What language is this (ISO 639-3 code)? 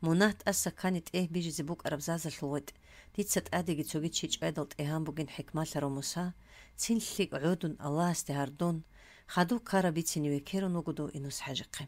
ava